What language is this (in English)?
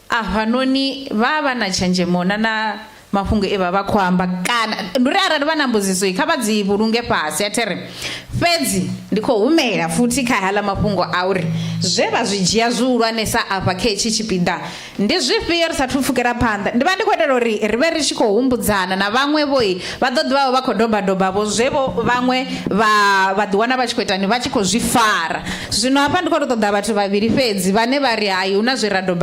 Venda